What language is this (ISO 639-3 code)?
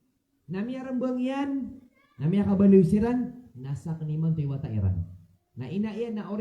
mrw